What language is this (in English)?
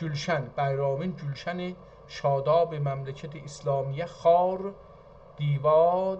South Azerbaijani